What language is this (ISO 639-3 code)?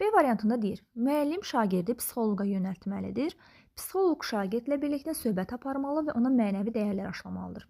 aze